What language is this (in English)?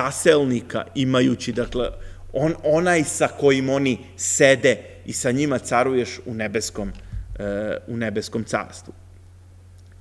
Serbian